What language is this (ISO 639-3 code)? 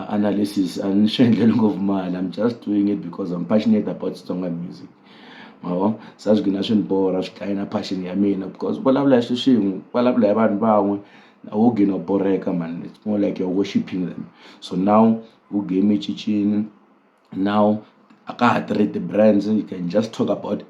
tso